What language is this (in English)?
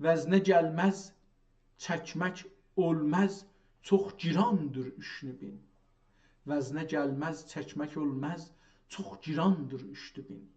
South Azerbaijani